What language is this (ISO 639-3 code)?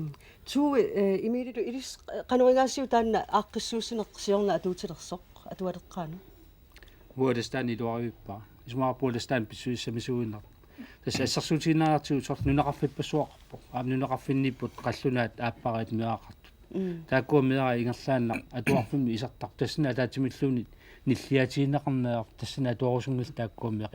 kal